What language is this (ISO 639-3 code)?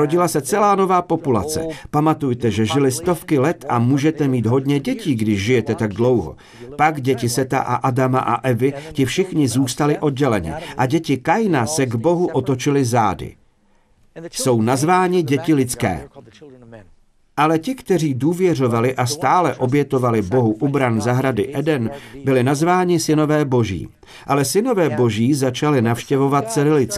ces